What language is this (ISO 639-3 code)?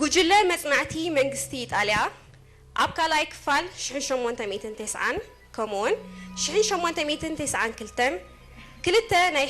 tir